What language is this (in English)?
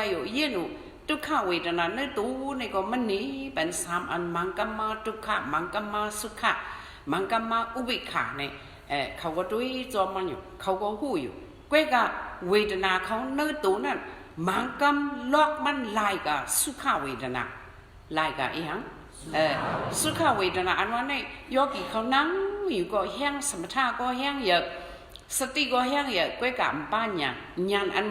Shan